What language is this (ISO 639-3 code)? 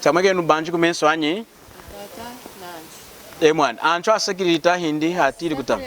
lun